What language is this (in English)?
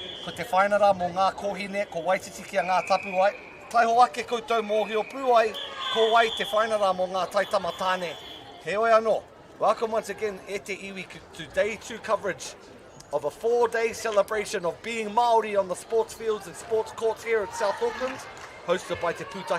Māori